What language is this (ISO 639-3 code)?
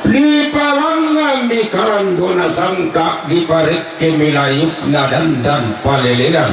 sda